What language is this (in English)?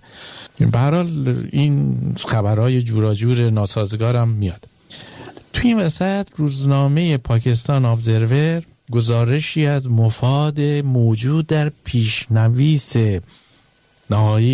Persian